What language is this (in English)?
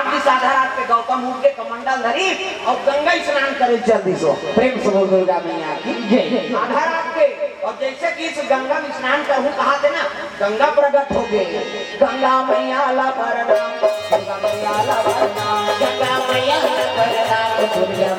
Chhattisgarhi